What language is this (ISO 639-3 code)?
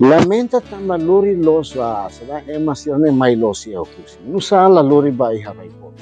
tet